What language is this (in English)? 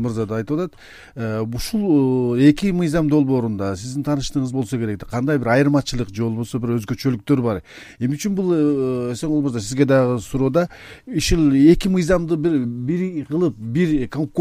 Kyrgyz